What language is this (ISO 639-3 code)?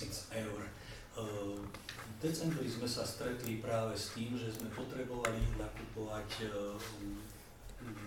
slk